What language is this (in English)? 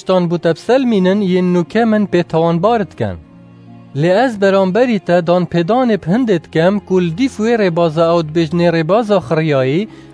Kurdish